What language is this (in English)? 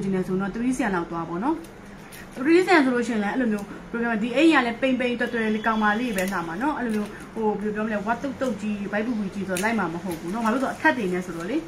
Burmese